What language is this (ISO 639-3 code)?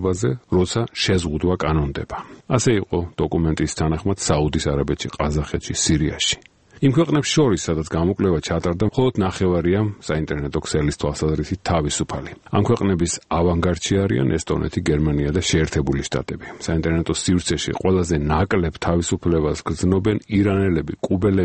kat